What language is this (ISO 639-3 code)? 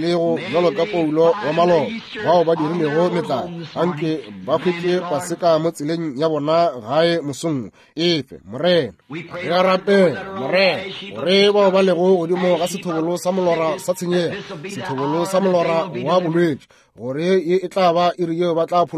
nso